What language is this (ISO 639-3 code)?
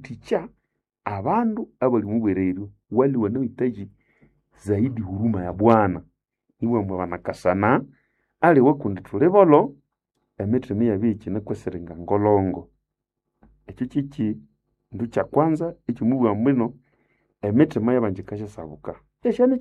nnb